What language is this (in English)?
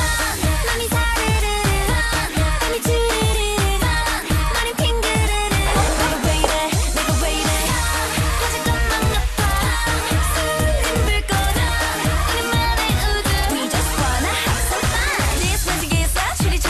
Korean